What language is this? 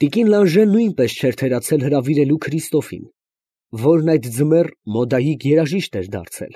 Armenian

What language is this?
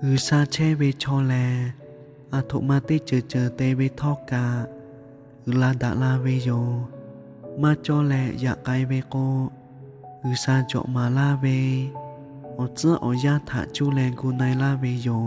Lahu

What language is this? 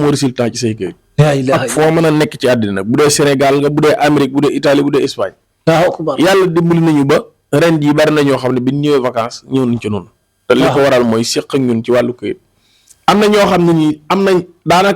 Wolof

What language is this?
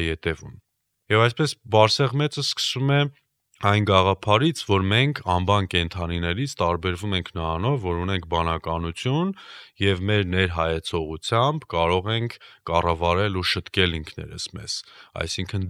Armenian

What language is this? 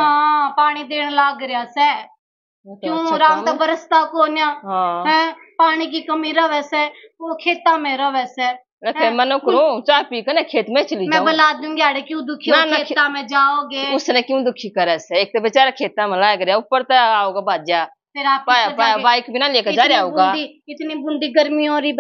Haryanvi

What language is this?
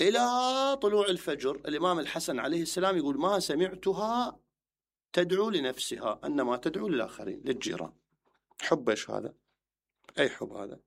Mesopotamian Arabic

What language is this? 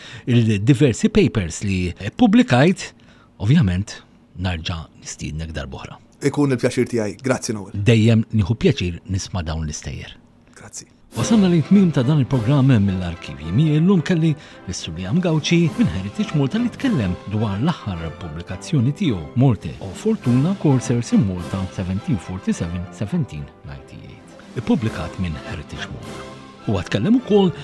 Maltese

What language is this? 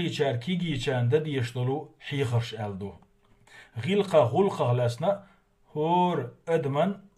Chechen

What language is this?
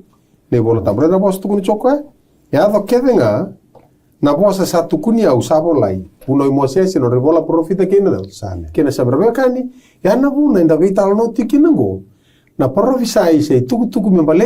Fijian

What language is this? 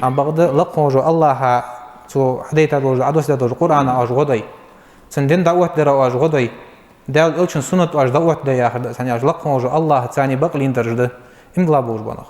Ingush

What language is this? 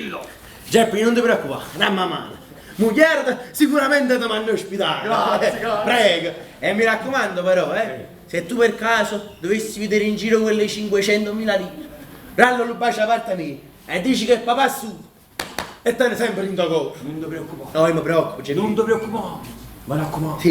Neapolitan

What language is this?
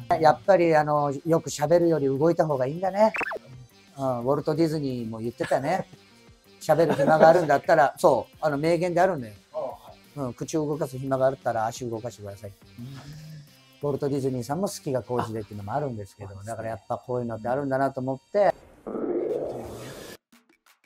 Japanese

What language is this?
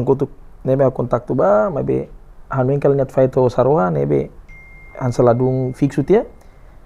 Tetum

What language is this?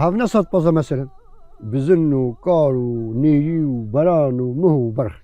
Kurdish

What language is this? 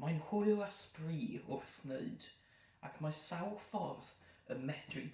Welsh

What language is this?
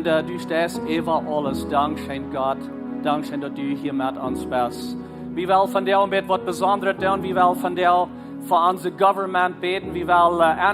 Plautdietsch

